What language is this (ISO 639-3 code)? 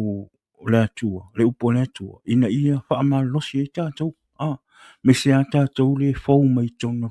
smo